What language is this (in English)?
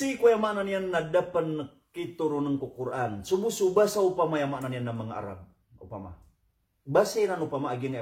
Maranao